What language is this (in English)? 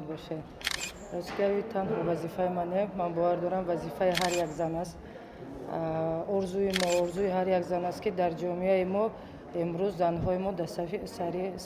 Tajik